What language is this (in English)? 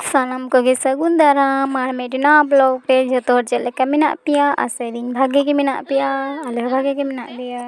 Santali